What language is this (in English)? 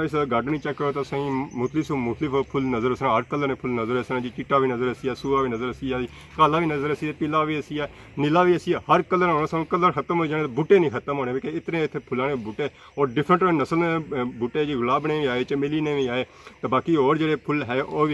Pahari-Potwari